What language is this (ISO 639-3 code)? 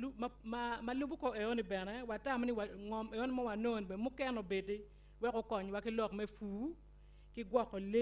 ach